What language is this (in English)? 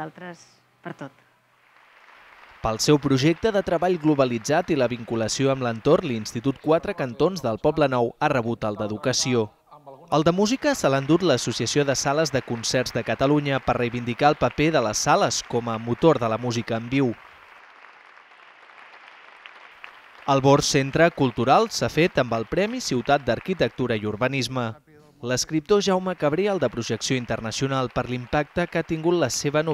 Catalan